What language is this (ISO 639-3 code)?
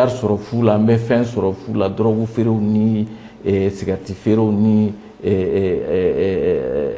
bam